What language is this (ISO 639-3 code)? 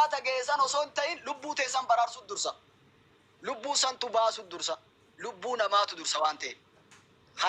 orm